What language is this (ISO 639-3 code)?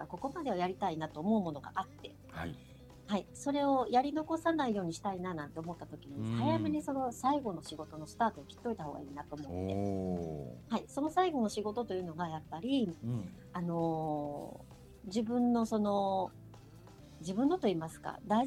jpn